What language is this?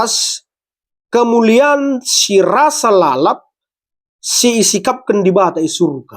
Batak Karo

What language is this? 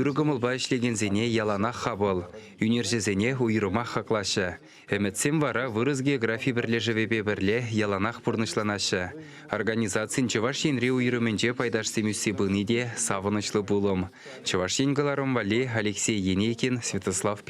Chuvash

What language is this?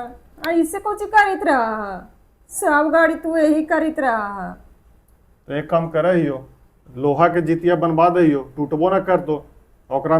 Magahi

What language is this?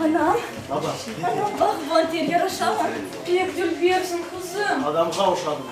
Crimean Tatar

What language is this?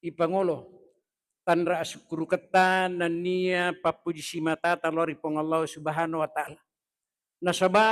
Buginese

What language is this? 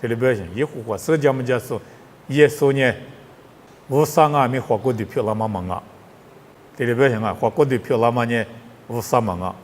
Lisu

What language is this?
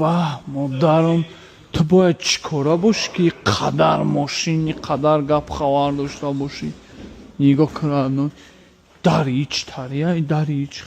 Tajik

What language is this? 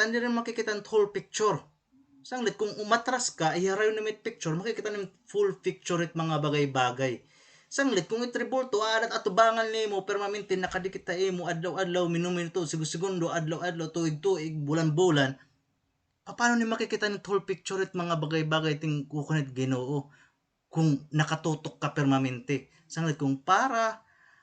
Waray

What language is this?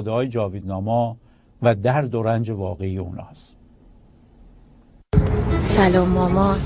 Persian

